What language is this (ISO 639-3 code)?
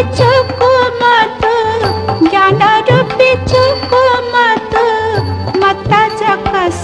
new